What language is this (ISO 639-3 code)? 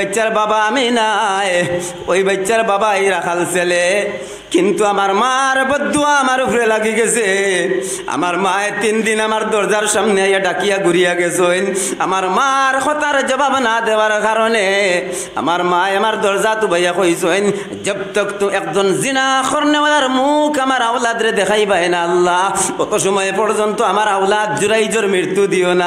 syl